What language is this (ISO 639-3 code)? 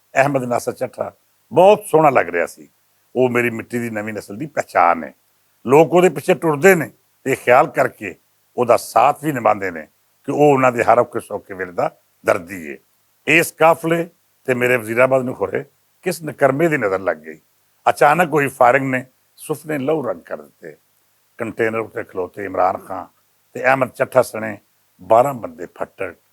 lah